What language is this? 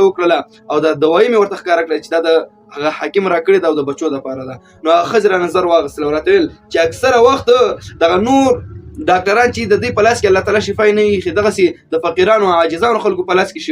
Pashto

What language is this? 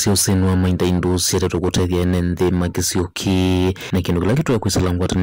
Kamba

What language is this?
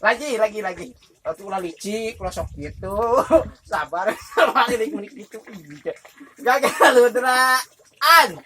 Sundanese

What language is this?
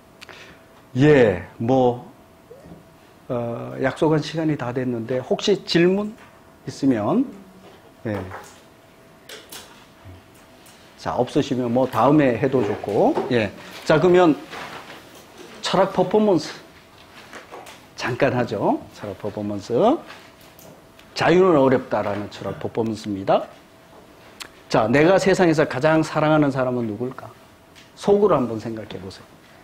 Korean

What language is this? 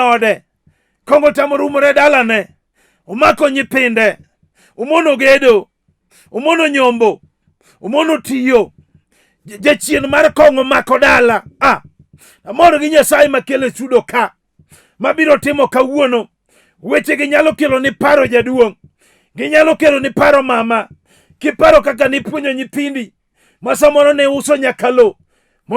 Luo (Kenya and Tanzania)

